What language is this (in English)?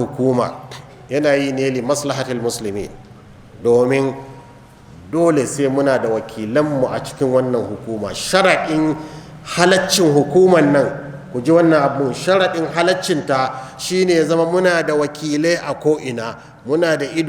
Hausa